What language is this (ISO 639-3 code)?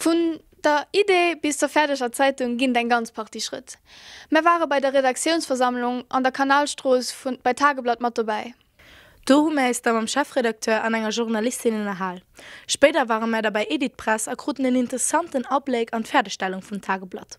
ltz